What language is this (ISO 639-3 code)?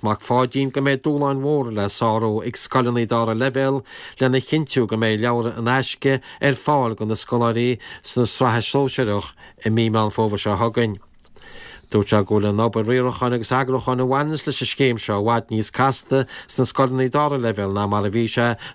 gle